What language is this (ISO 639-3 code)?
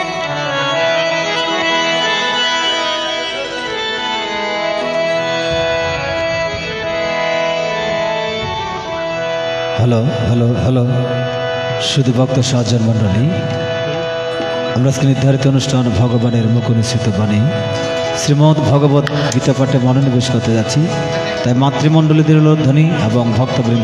ben